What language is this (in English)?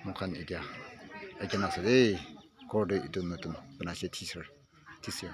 Naga Pidgin